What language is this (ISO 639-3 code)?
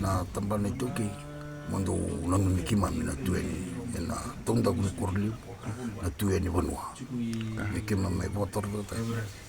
fij